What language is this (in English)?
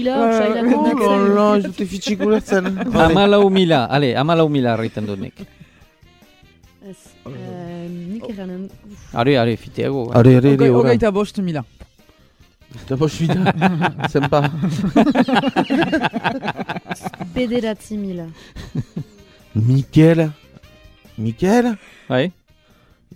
Basque